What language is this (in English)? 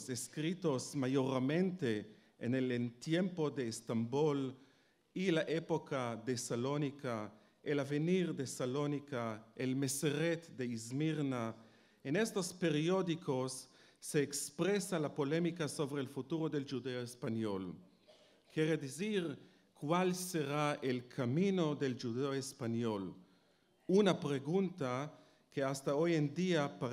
Ladino